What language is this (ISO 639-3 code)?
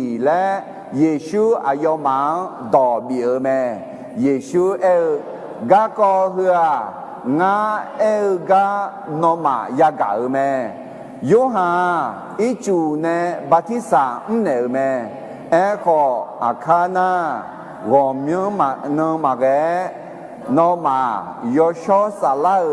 ahk